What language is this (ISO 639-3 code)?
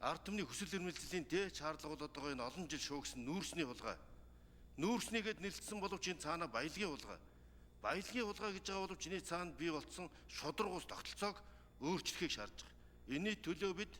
mon